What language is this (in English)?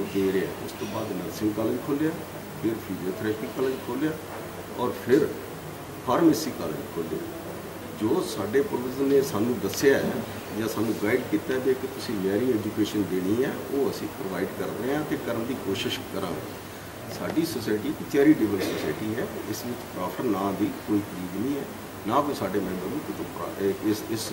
Punjabi